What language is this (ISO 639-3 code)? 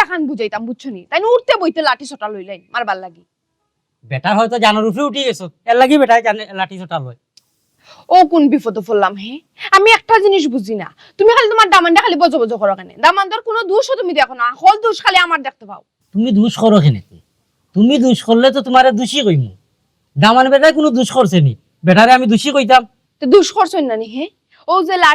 syl